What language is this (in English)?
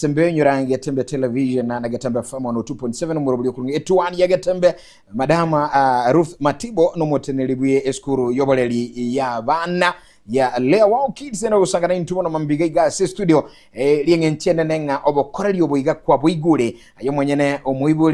Gusii